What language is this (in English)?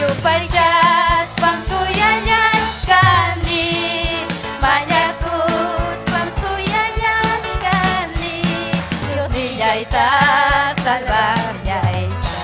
Ayacucho Quechua